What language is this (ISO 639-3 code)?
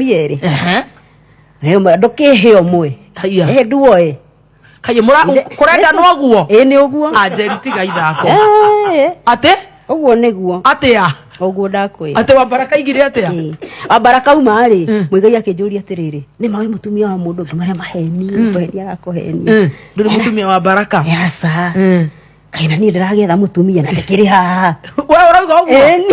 kik